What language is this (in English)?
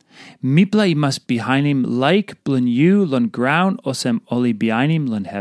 Tok Pisin